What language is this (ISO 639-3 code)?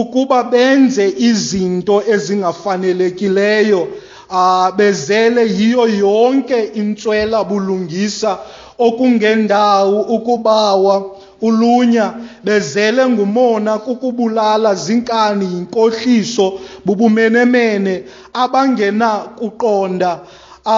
xho